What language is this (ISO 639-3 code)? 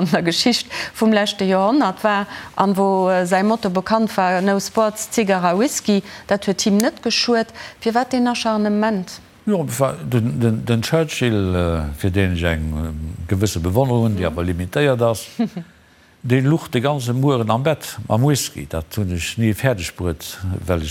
ltz